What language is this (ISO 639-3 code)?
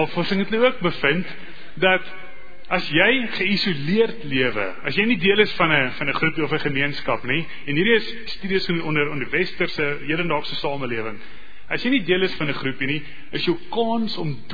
afr